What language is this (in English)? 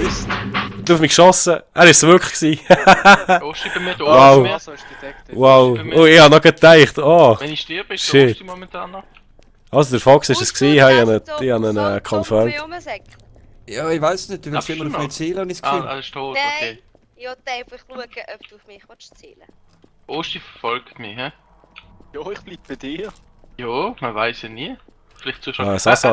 Swiss German